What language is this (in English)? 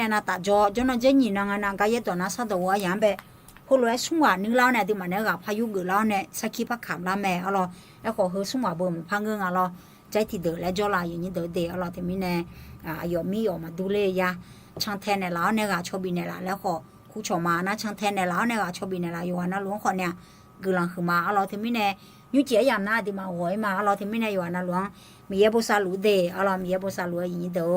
Akha